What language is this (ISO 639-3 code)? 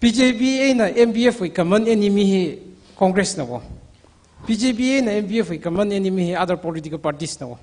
nmf